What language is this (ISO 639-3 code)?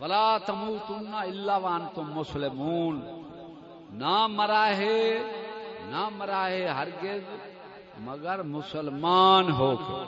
skr